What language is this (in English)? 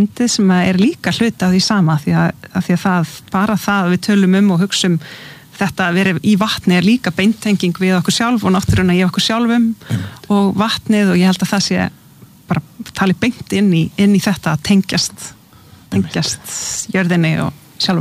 Icelandic